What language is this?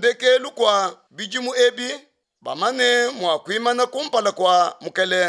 Luba-Lulua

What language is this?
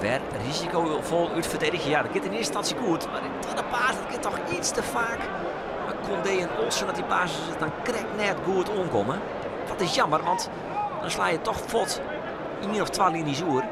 Western Frisian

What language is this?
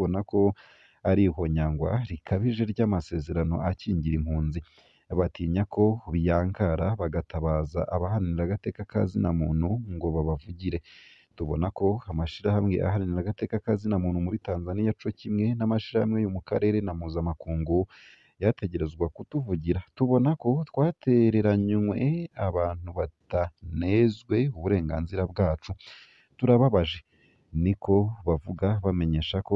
Rundi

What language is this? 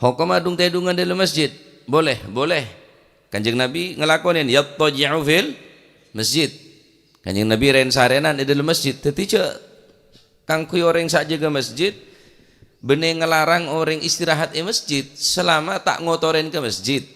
Madurese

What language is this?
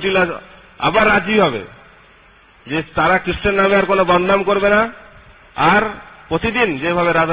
Bangla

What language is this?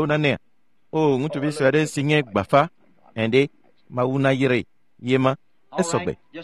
Ewe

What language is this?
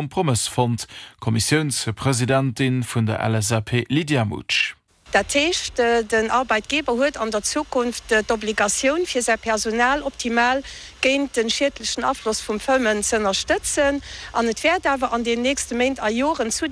Luxembourgish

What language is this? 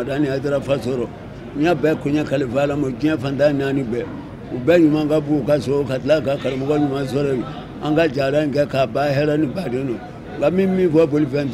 Bambara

